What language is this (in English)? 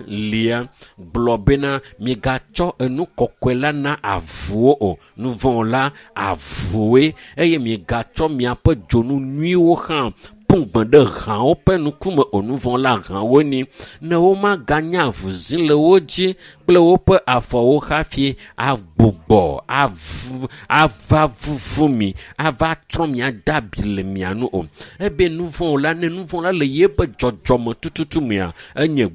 Ewe